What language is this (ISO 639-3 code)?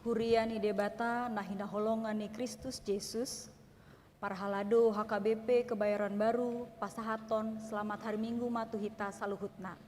bbc